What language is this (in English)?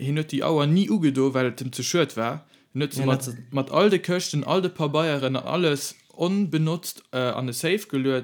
Luxembourgish